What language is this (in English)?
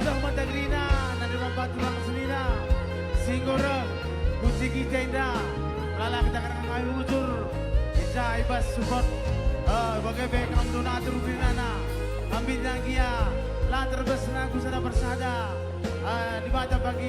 Batak Karo